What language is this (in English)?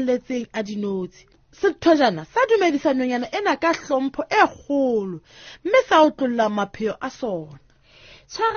Southern Sotho